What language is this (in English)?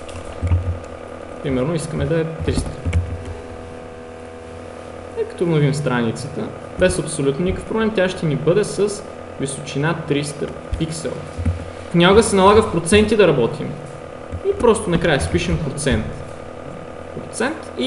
Bulgarian